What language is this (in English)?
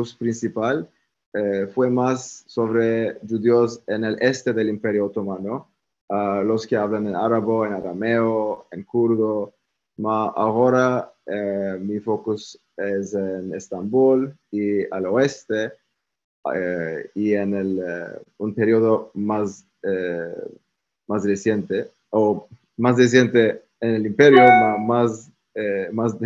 Ladino